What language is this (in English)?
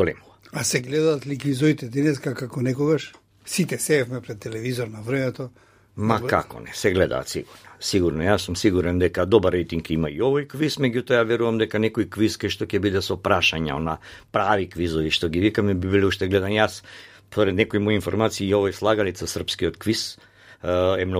Macedonian